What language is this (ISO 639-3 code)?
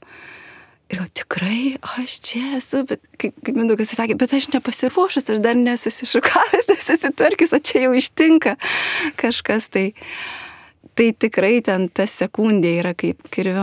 lit